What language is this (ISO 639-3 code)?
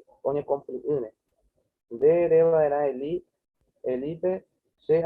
grn